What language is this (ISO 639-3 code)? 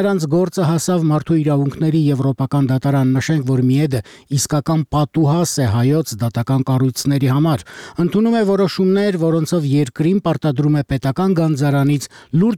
hye